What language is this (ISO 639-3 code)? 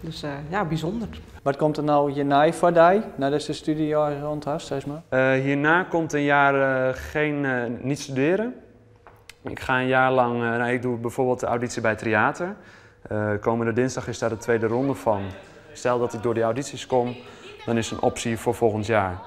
fry